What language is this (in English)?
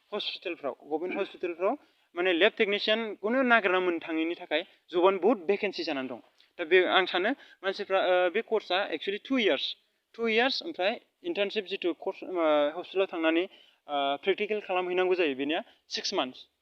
Bodo